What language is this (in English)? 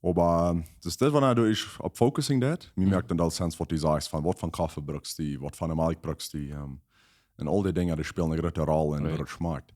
Plautdietsch